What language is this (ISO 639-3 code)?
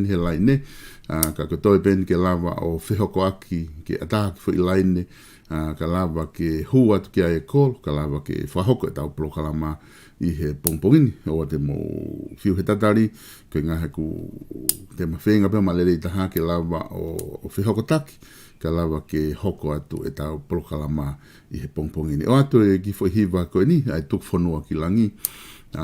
ton